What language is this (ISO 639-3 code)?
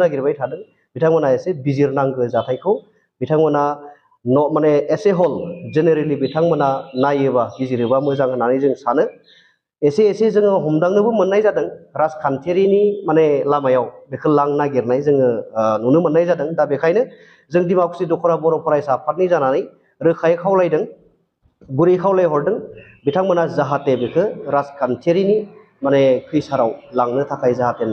brx